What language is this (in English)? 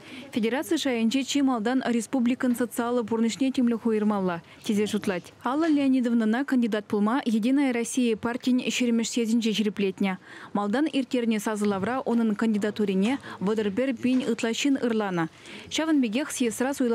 Chuvash